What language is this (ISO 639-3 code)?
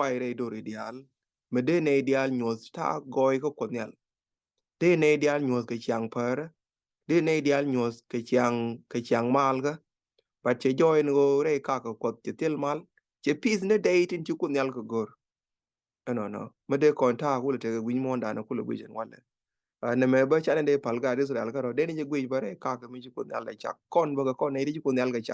nus